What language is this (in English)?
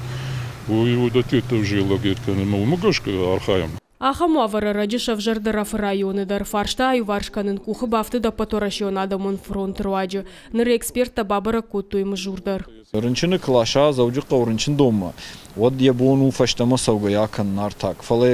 Ossetic